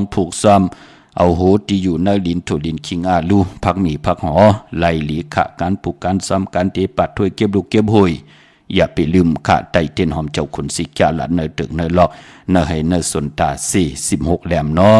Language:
Shan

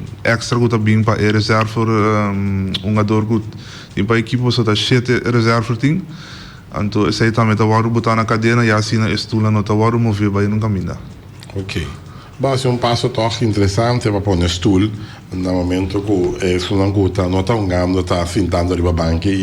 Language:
Papiamento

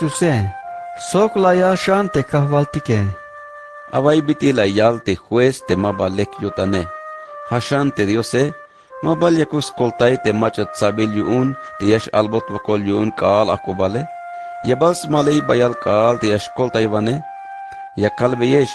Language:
Tzeltal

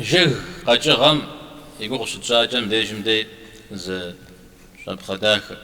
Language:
Kabardian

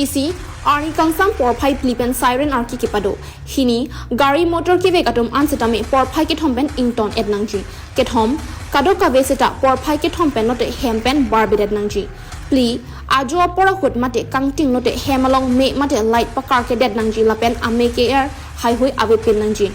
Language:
Karbi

